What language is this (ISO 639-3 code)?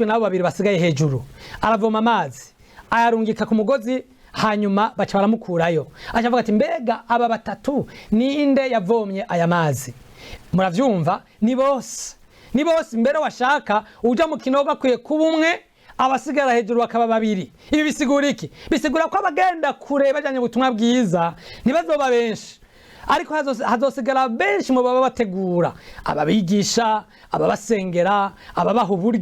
run